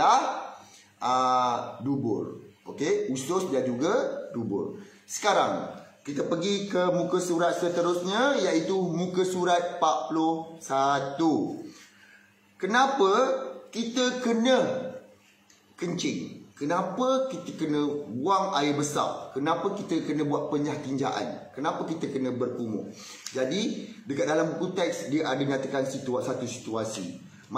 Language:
Malay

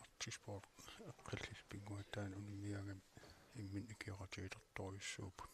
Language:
Kalaallisut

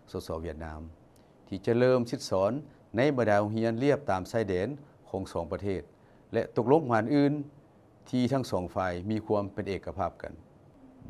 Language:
Lao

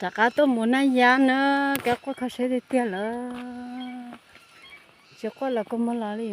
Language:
Hmong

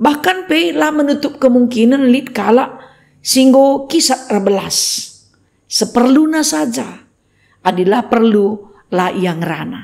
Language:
Batak Karo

